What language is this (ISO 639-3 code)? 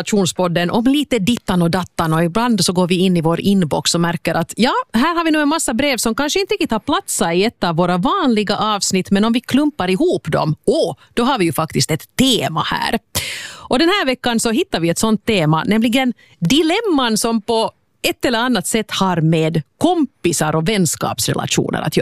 swe